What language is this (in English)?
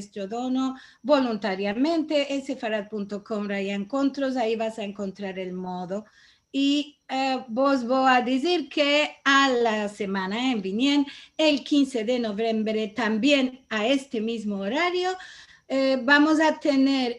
Ladino